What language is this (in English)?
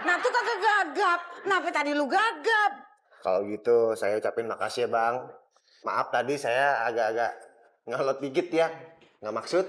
Betawi